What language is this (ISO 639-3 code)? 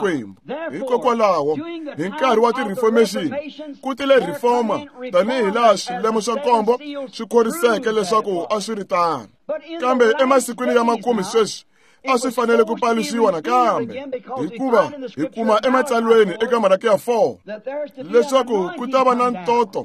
tso